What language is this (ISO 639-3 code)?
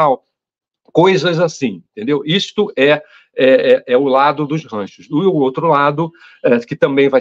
por